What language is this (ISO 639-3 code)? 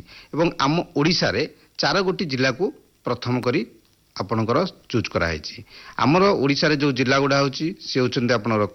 ori